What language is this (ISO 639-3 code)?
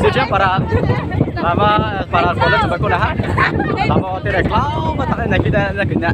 ria